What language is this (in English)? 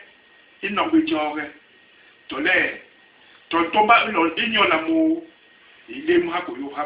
Basaa